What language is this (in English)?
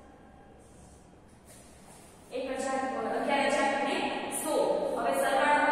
Gujarati